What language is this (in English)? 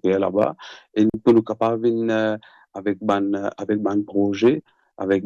Morisyen